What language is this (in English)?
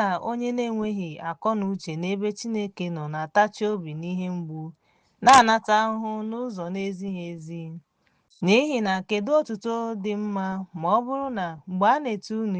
Igbo